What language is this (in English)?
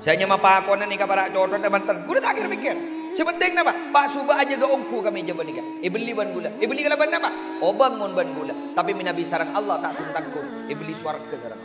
Madurese